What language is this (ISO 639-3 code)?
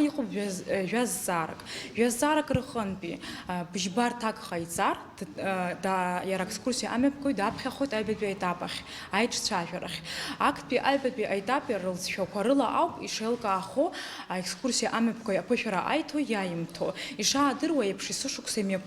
abk